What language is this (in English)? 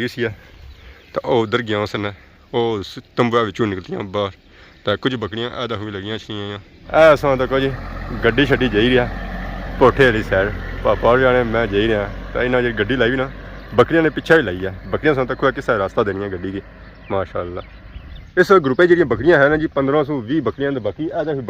Pahari-Potwari